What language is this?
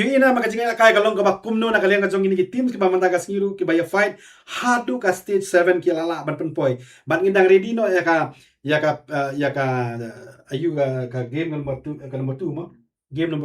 Khasi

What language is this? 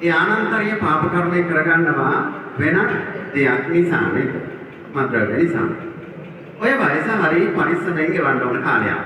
Sinhala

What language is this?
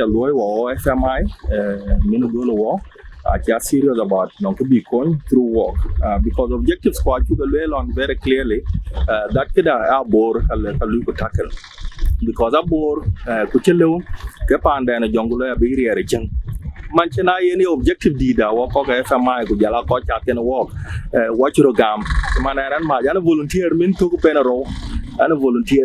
Dinka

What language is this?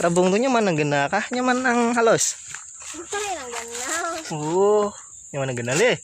Banjar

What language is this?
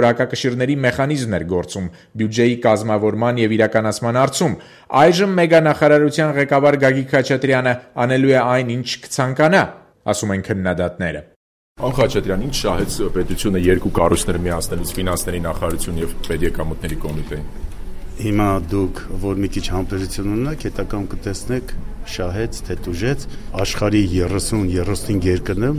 Armenian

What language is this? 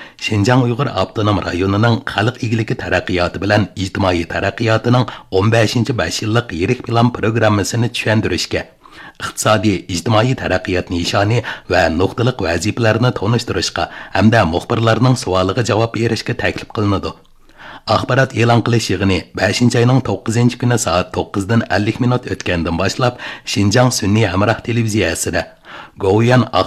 Uyghur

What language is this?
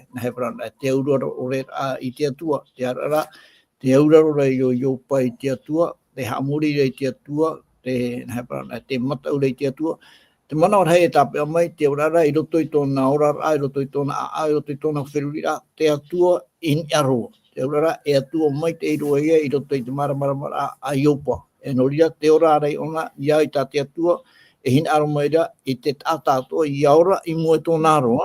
Tahitian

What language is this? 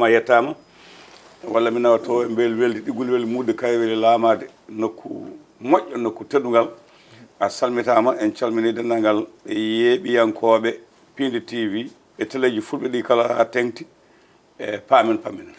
Fula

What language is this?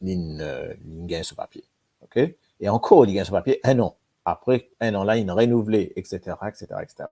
Morisyen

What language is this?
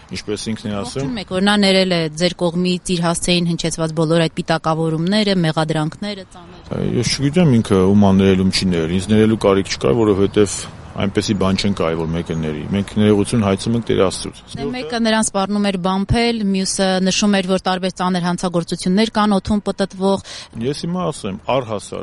Armenian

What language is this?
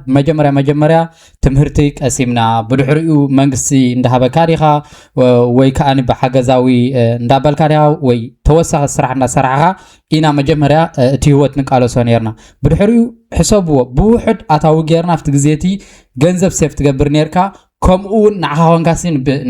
Tigrinya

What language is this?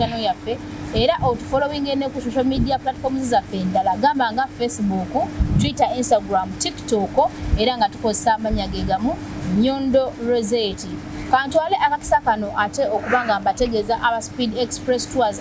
Ganda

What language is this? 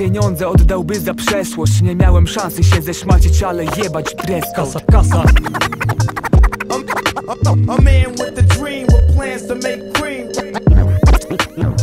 Polish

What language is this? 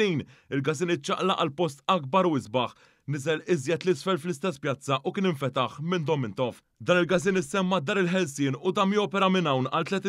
Maltese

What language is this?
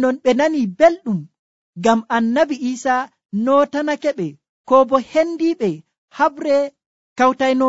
Nigerian Fulfulde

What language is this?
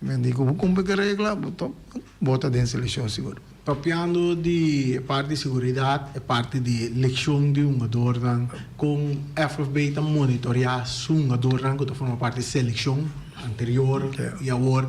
Papiamento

